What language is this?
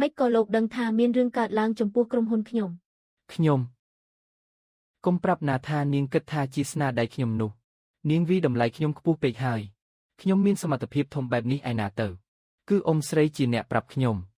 Khmer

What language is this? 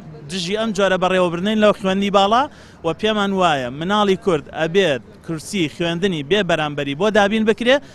Central Kurdish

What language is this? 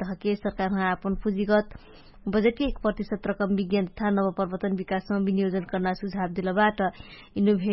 Dangaura Tharu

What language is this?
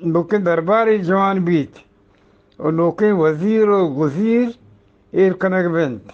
Eastern Balochi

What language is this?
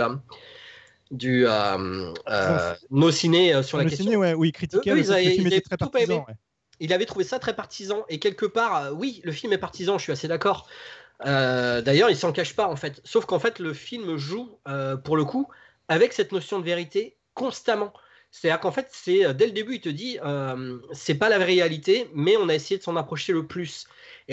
French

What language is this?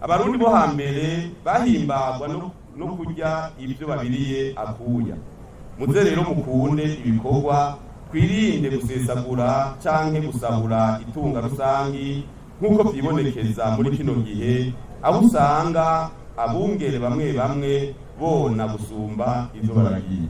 Rundi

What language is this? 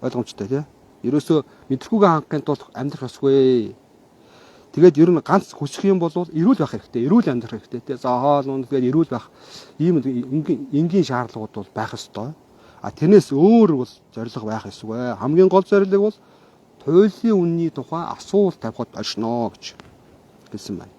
Mongolian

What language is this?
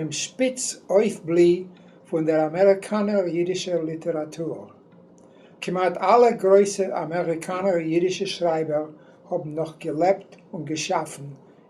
Yiddish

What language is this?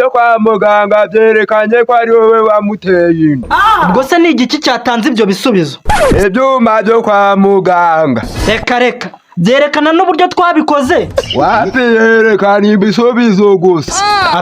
Kinyarwanda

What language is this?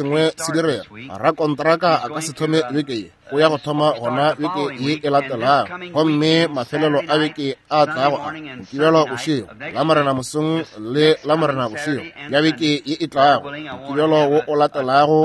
Northern Sotho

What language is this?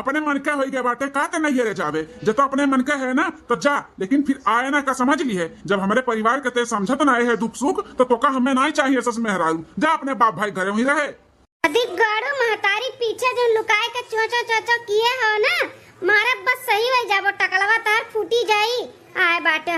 Awadhi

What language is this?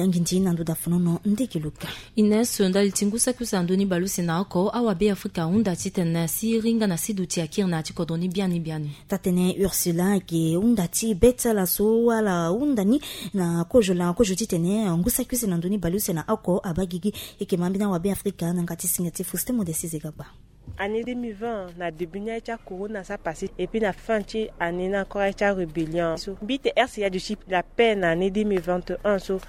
Sango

